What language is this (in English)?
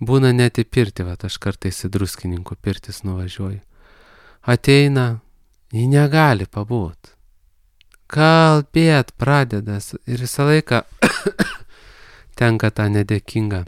Lithuanian